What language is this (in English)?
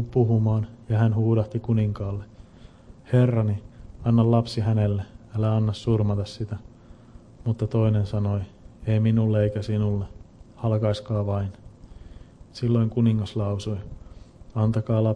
Finnish